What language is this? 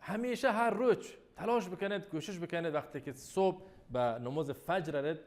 Baluchi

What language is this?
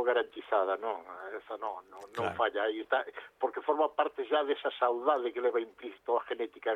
Galician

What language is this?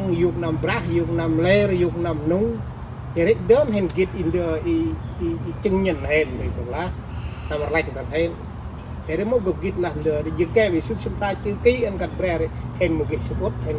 Central Mnong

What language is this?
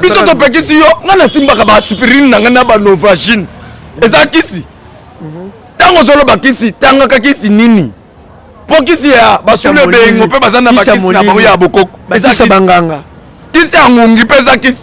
Lingala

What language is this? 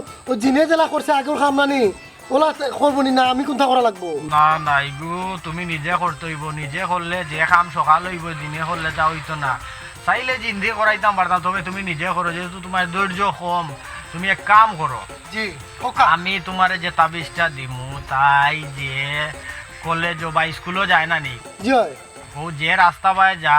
Sylheti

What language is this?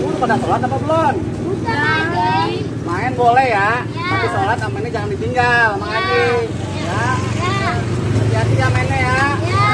Betawi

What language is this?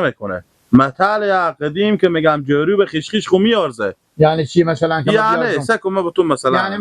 Persian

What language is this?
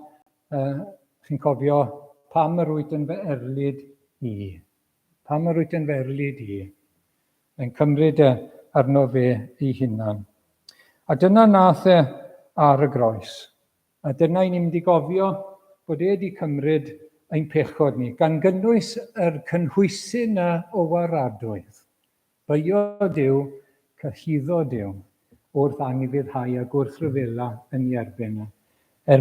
Welsh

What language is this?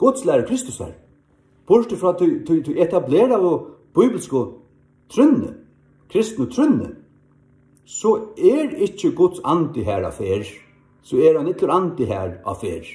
Faroese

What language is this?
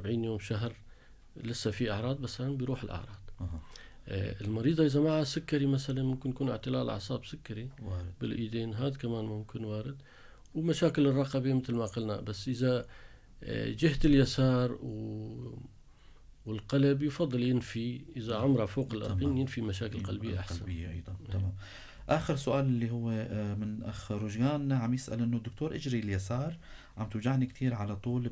North Levantine Arabic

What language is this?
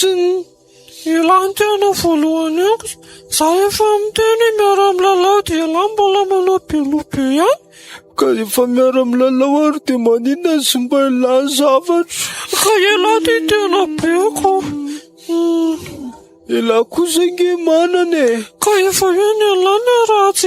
Malagasy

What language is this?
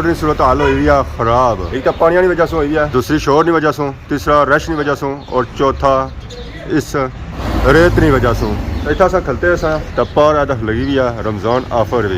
Pahari-Potwari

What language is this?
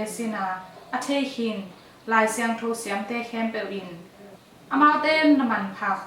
Tedim Chin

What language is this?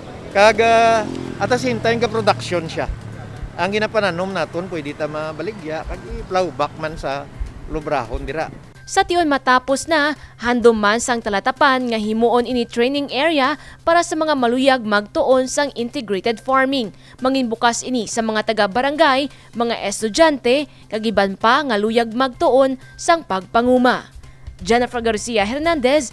Hiligaynon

